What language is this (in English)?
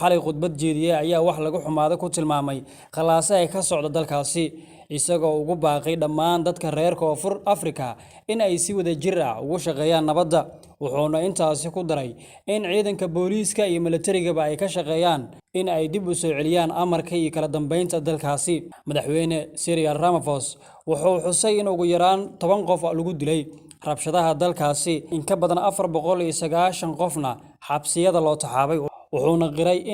Somali